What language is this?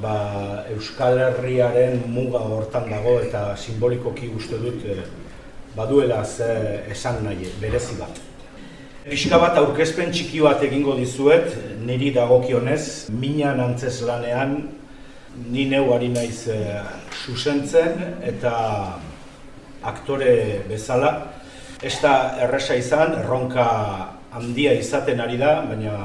Basque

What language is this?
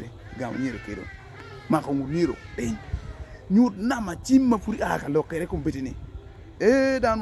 Acoli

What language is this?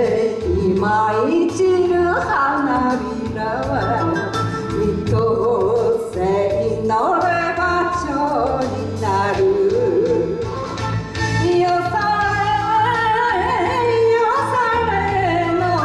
Japanese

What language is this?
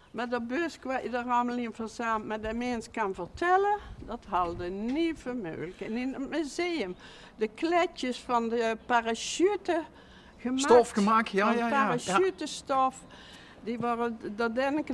Limburgish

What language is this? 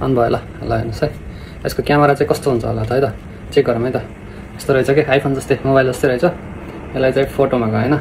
Nepali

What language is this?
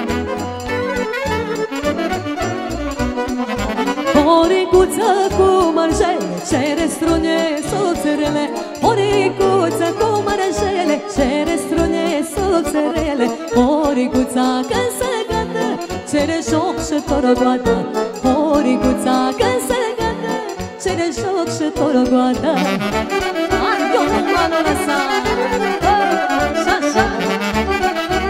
Romanian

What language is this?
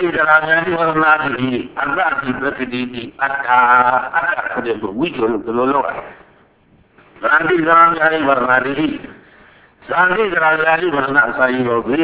Burmese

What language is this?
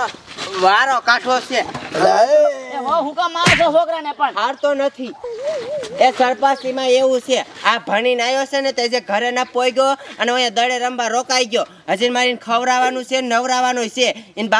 Gujarati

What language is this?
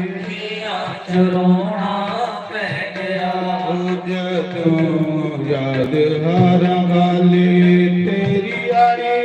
Dogri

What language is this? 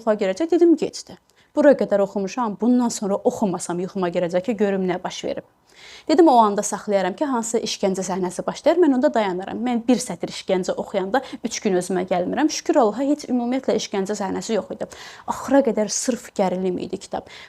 Azerbaijani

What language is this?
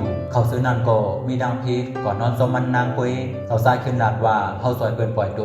Shan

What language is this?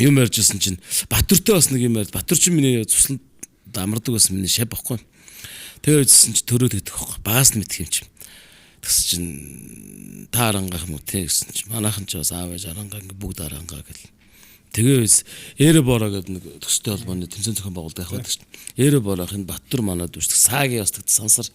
Mongolian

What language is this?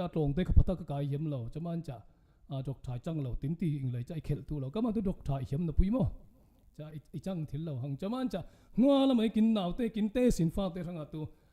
Falam Chin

